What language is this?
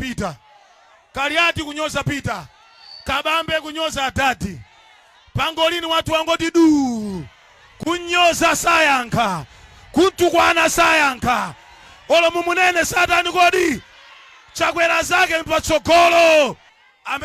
Nyanja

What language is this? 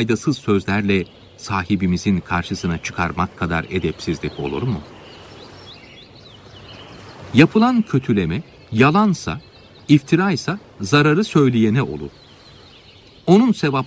Turkish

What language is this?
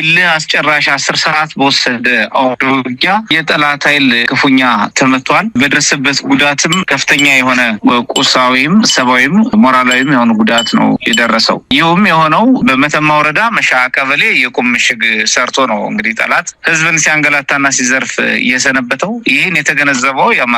Amharic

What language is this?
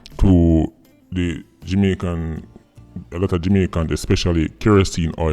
Jamaican Creole English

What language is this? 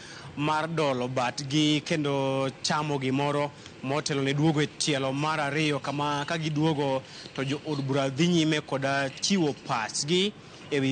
Luo (Kenya and Tanzania)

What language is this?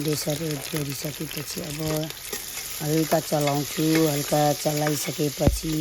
Nepali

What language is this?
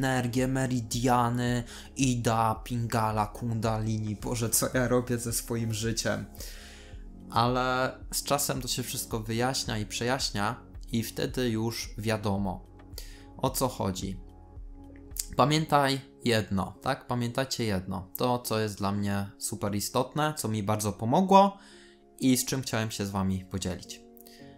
Polish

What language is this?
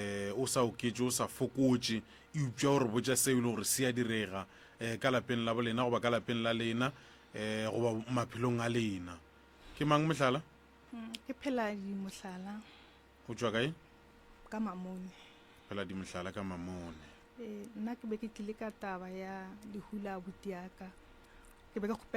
Northern Sotho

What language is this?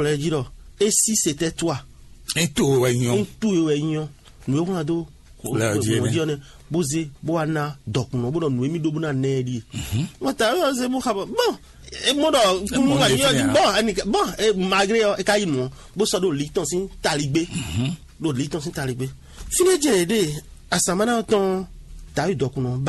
Fon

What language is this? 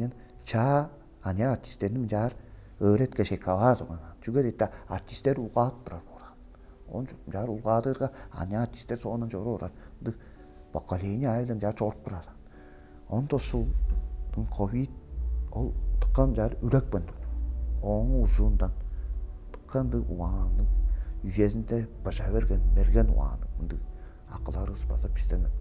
Tuvinian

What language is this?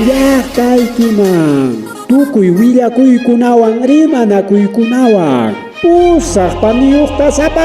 Ayacucho Quechua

